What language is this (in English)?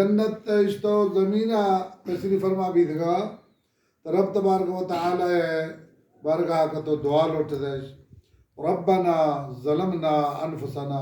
Baluchi